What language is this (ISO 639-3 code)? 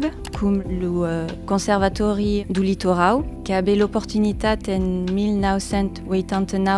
oci